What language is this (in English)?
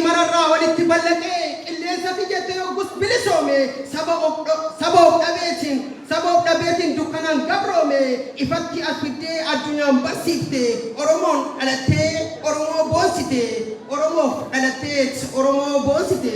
Oromo